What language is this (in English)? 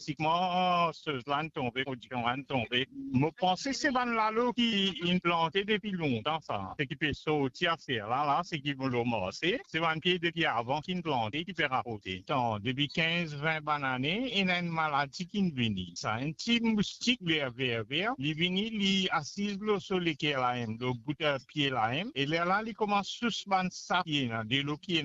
Morisyen